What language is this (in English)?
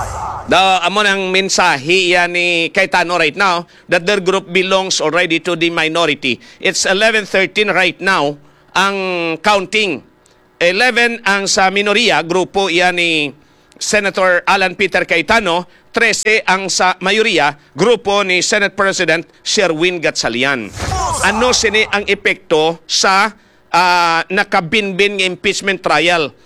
Hiligaynon